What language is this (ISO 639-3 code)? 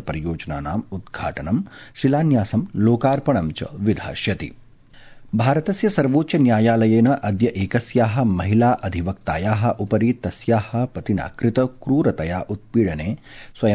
san